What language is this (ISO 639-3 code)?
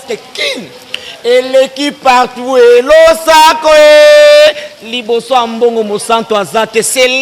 lin